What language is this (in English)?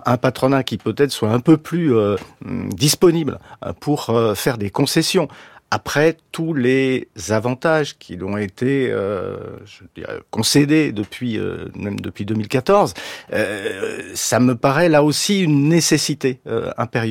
French